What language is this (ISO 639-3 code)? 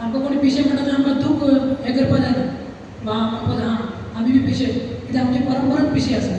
kok